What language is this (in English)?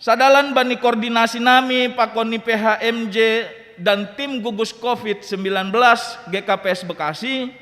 Batak Simalungun